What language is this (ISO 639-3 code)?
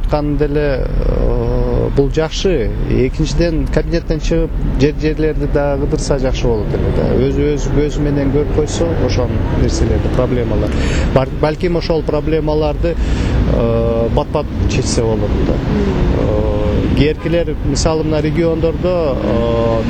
kir